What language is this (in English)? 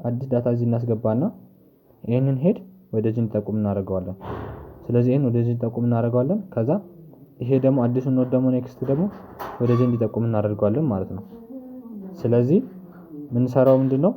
Amharic